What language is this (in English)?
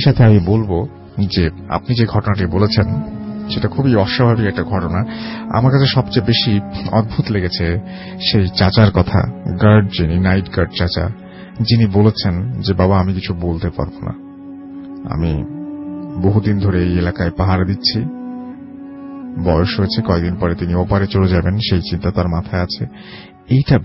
Bangla